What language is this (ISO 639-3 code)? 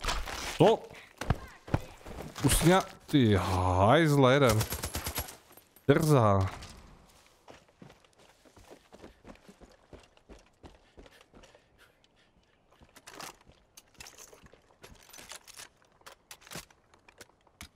ces